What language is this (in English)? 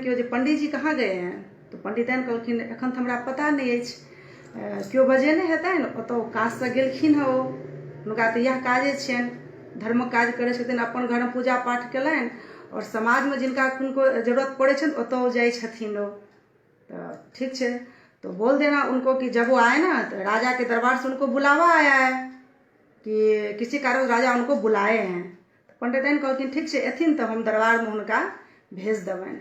Maithili